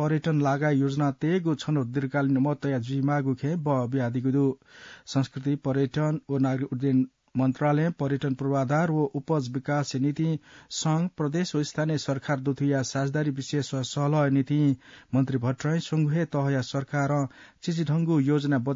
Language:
Newari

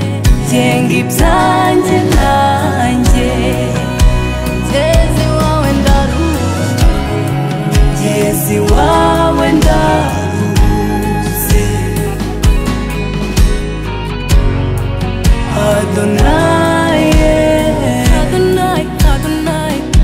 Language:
Kinyarwanda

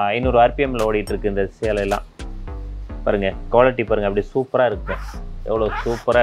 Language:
Tamil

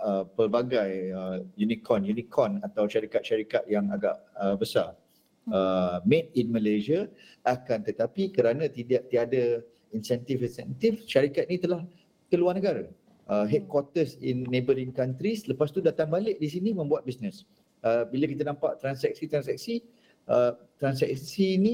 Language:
Malay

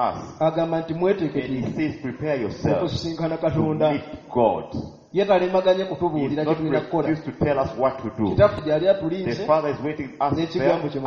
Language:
Ganda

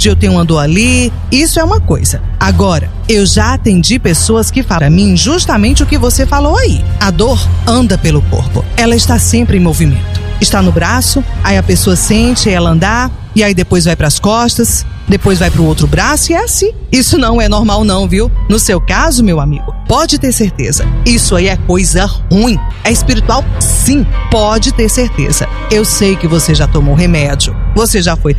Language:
Portuguese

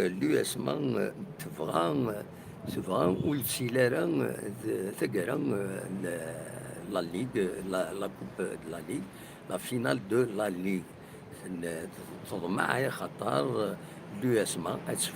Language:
Kabyle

